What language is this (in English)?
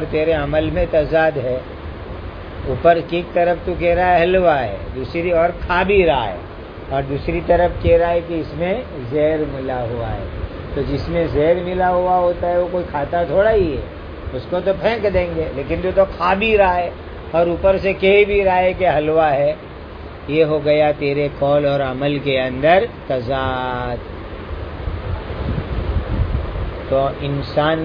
Urdu